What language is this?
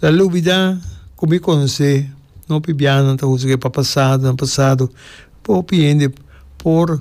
Papiamento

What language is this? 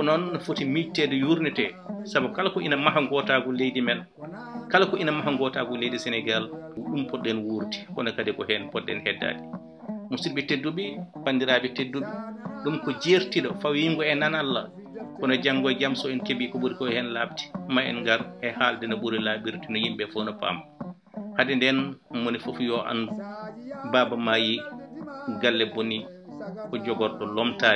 Fula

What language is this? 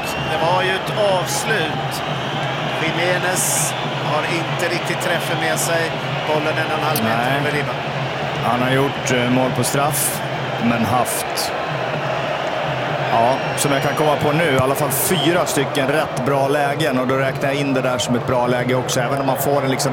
Swedish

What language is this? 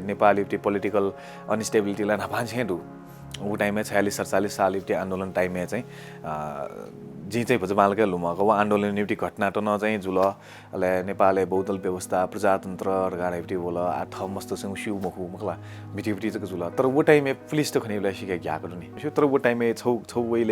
Newari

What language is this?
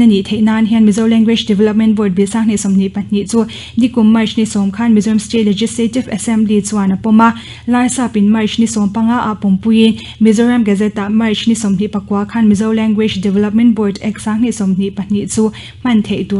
Mizo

